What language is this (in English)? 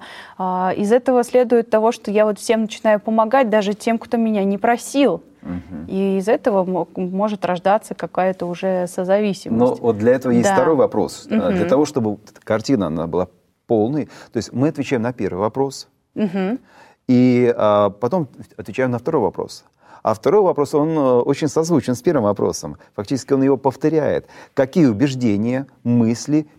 Russian